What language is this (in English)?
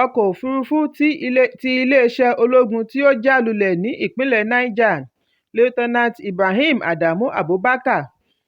Yoruba